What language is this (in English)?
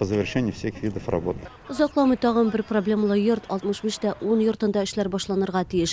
Tatar